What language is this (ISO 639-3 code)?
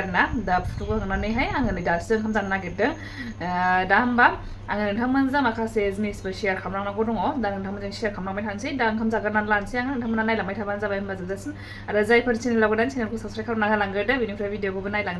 brx